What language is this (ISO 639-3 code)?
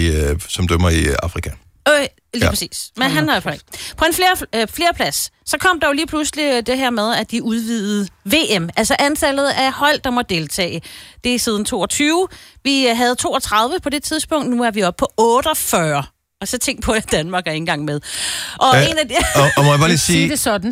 dan